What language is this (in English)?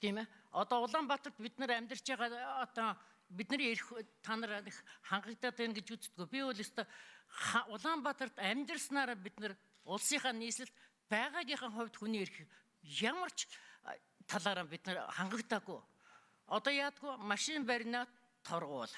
Mongolian